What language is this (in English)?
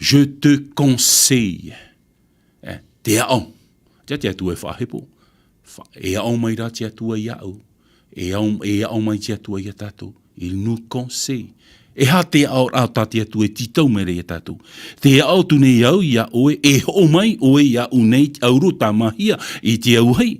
Tahitian